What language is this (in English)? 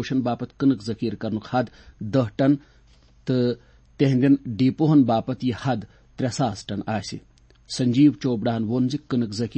Kashmiri